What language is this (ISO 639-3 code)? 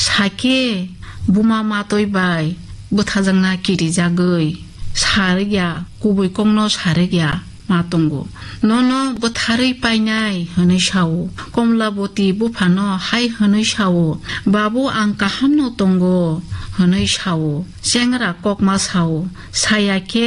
trp